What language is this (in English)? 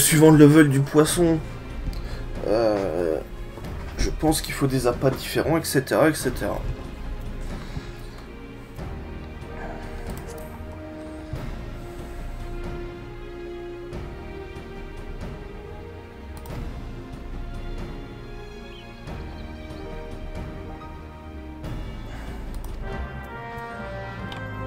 French